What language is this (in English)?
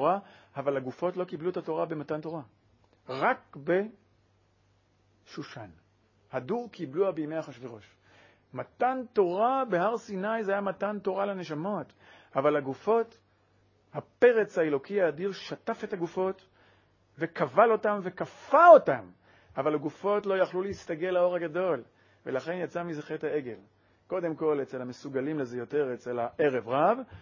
Hebrew